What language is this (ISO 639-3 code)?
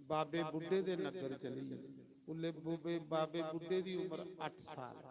doi